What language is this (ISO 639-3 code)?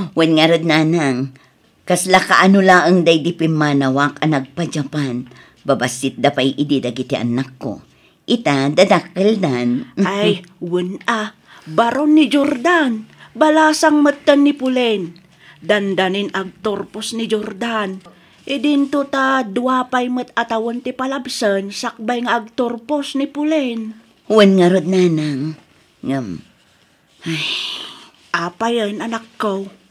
ilo